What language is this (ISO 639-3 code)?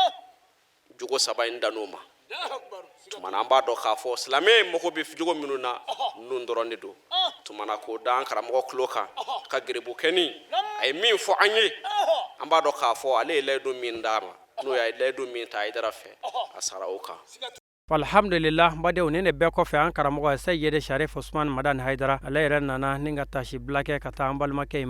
bam